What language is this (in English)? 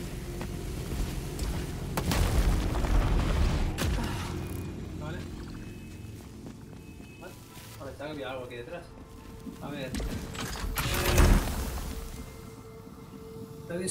Spanish